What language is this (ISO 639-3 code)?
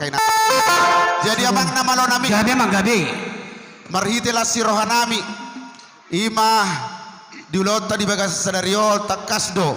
bbc